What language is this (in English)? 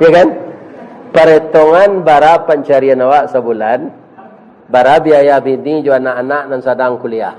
Minangkabau